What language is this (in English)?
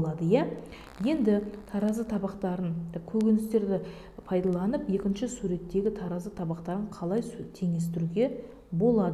Kazakh